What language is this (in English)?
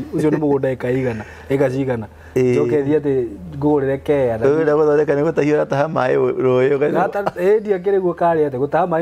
Kikuyu